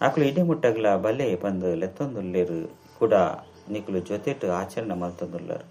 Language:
Tulu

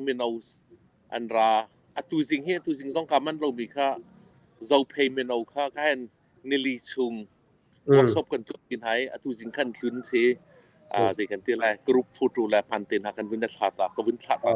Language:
Hakha Chin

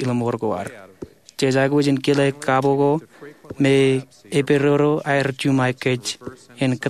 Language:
Marshallese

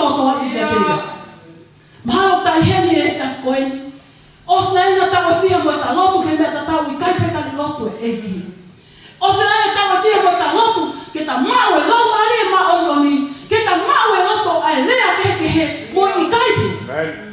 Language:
Tongan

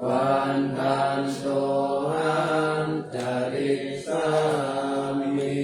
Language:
Pali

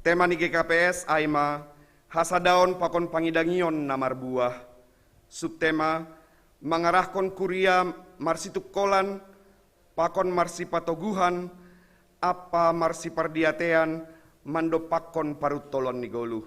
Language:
Batak Simalungun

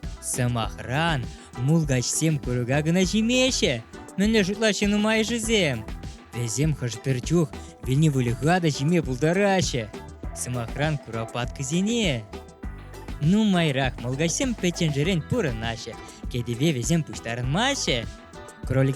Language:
Chuvash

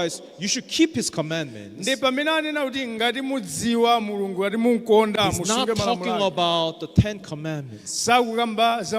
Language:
Nyanja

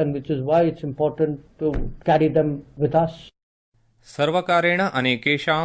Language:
Sanskrit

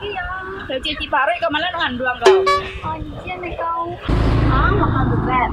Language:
Minangkabau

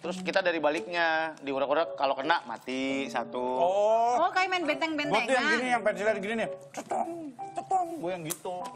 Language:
Indonesian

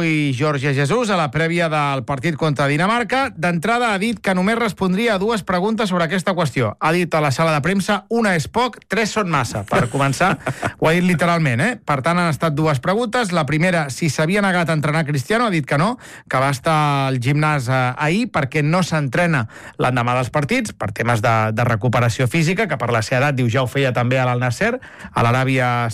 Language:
Catalan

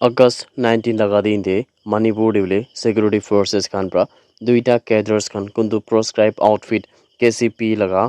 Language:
Naga Pidgin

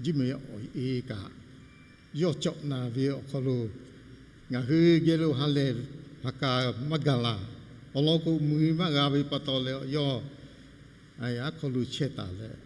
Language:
Lahu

